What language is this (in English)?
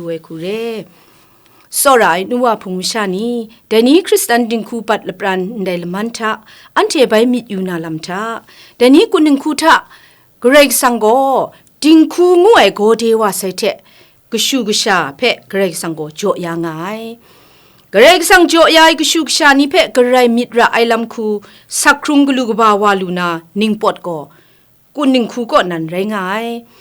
Kachin